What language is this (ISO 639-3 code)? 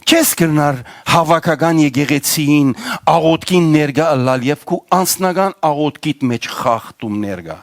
hyw